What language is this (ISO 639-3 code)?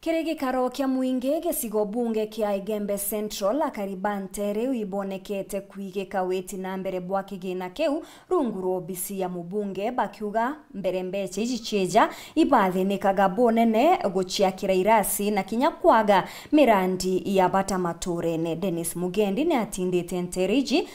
mer